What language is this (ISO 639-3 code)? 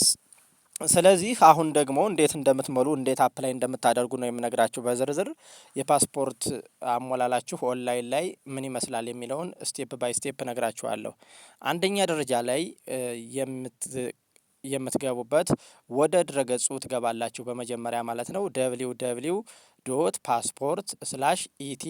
amh